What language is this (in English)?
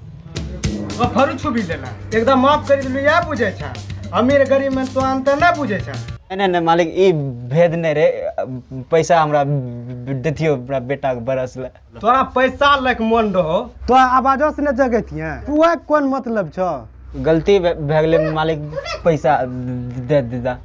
Maithili